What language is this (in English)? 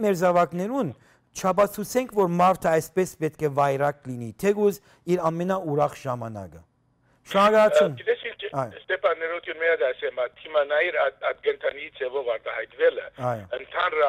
Armenian